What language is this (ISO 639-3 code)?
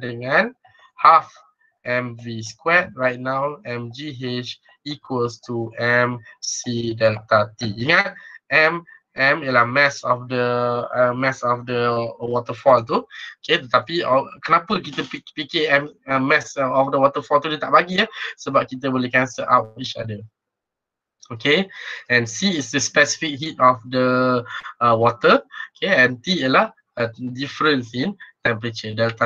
msa